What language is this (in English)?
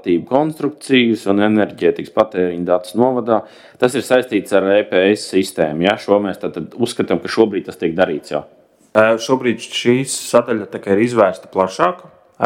Latvian